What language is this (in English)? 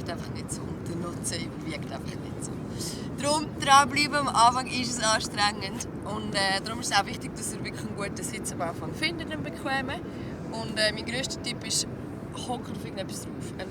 Swiss German